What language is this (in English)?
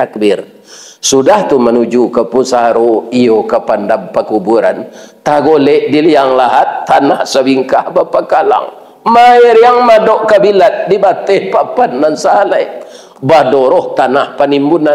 Minangkabau